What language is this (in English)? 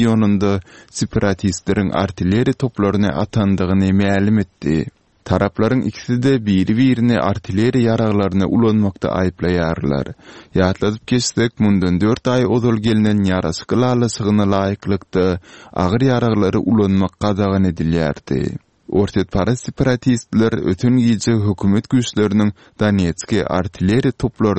Turkmen